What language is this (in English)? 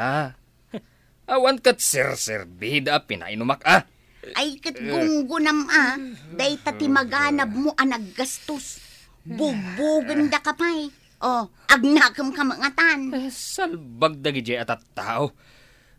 Iloko